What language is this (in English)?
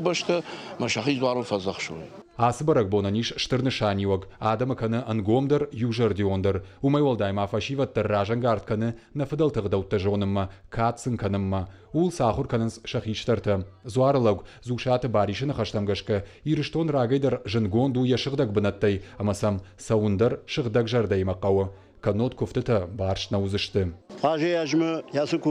Ossetic